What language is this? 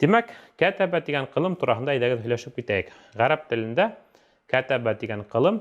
Bashkir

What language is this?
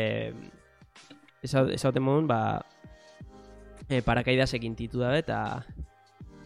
Basque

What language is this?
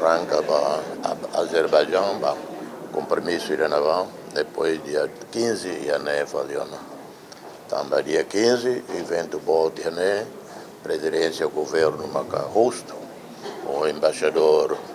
Tetum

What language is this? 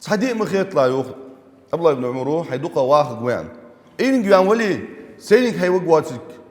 Ingush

